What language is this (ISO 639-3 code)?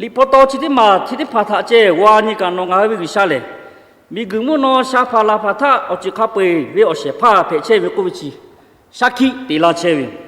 lhu